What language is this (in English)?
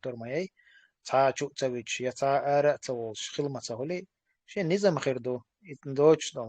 Chechen